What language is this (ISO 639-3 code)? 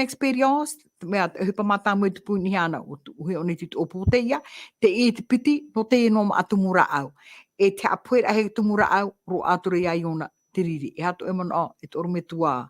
tah